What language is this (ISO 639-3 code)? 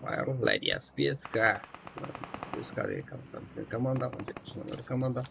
kaa